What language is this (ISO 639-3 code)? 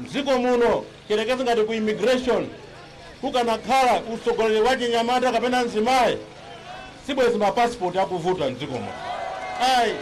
nya